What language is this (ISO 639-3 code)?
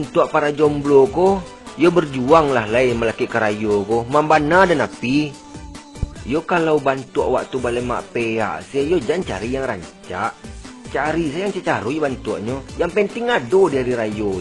min